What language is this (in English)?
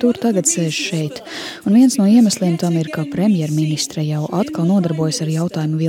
Latvian